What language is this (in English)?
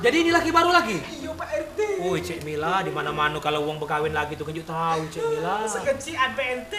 Musi